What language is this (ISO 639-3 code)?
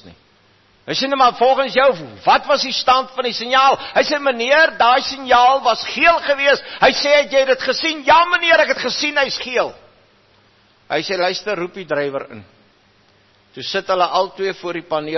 afr